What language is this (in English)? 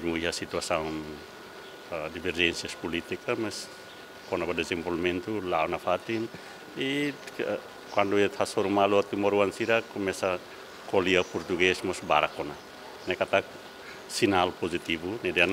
Tetum